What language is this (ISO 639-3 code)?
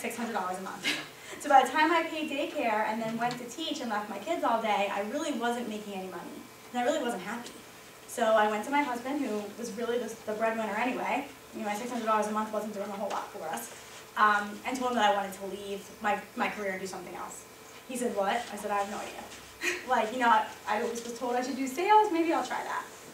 eng